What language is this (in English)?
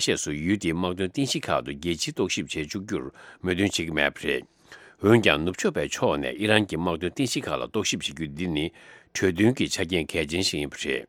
Tibetan